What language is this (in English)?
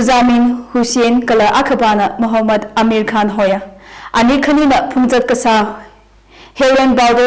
Tangkhul Naga (India)